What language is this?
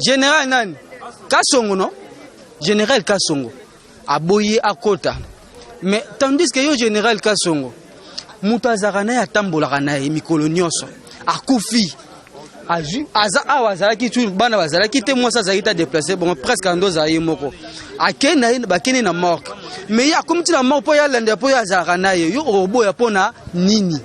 Lingala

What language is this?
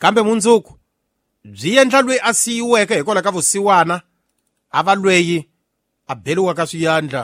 Tsonga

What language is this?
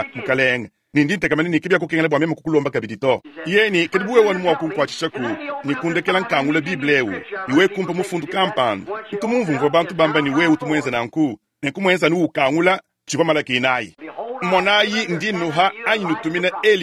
Luba-Lulua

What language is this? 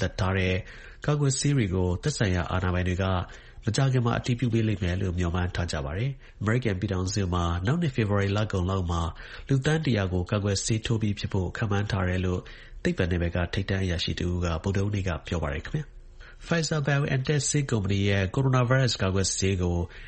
Burmese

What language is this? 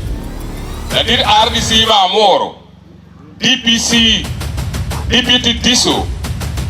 Acoli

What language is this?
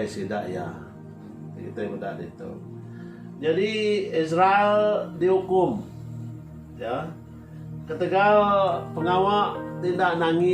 Iban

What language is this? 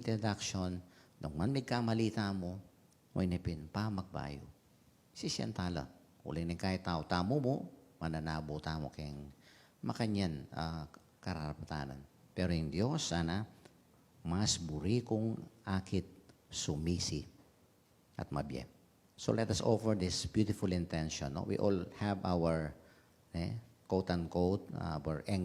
Pampanga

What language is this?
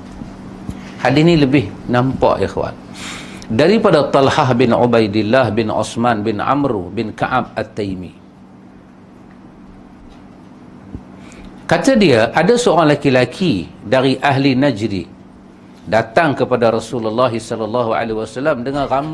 Malay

